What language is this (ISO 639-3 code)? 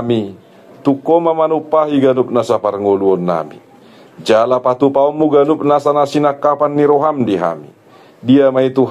bbc